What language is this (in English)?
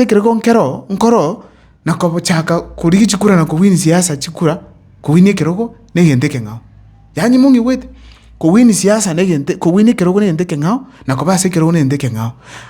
Gusii